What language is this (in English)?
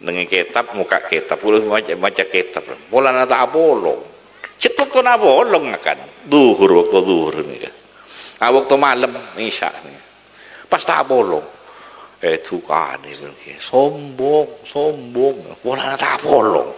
Madurese